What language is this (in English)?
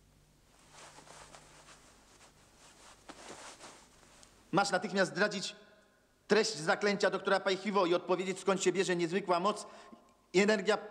Polish